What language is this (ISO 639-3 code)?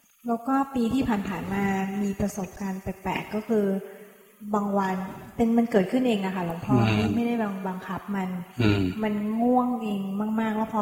tha